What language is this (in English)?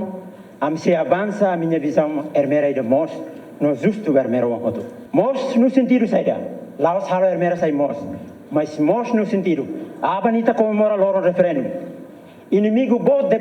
Tetum